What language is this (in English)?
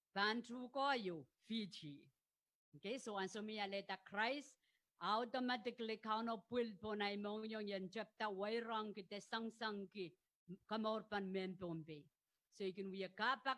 Pohnpeian